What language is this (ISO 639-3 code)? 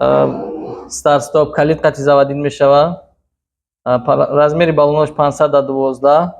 tgk